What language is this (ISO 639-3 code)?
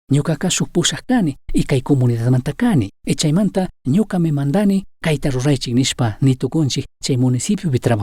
qug